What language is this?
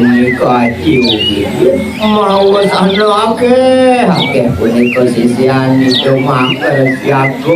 Balinese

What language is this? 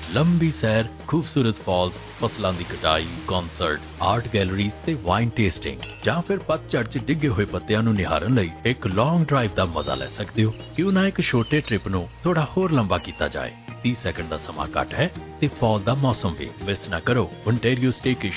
Punjabi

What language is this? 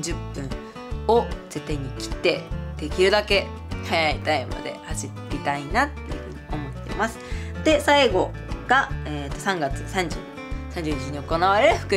Japanese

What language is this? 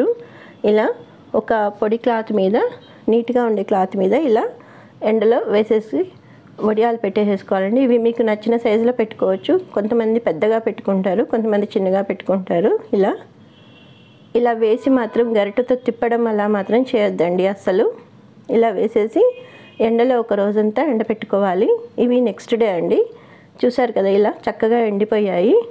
Telugu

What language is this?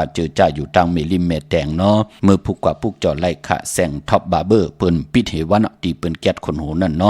Shan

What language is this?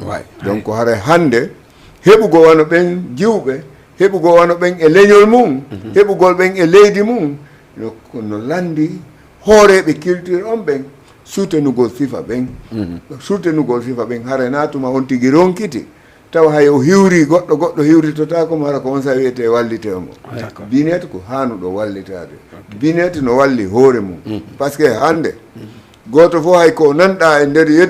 Fula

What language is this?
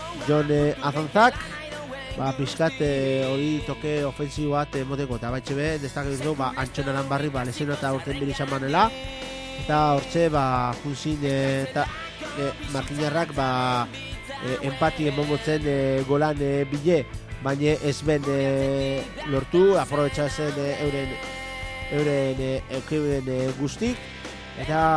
Basque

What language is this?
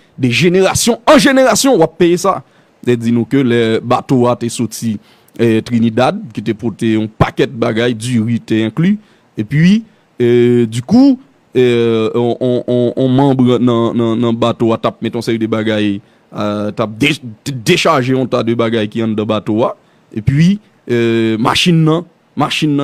Haitian Creole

